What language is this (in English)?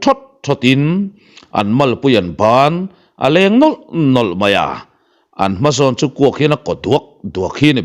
Mizo